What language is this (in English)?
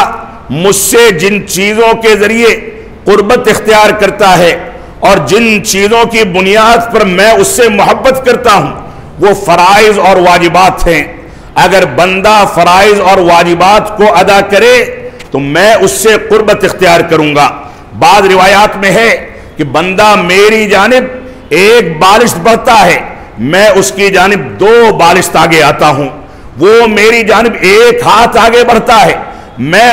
Urdu